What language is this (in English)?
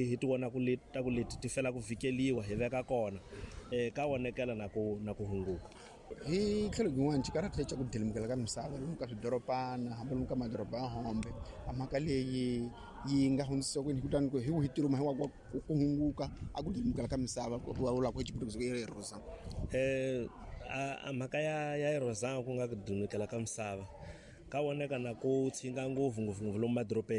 Tsonga